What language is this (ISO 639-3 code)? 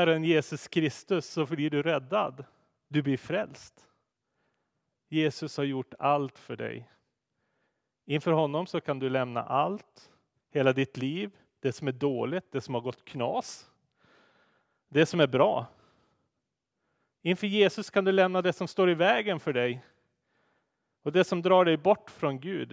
swe